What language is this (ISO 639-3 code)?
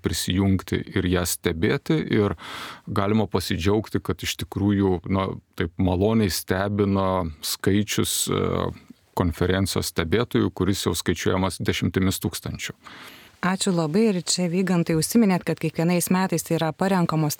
lit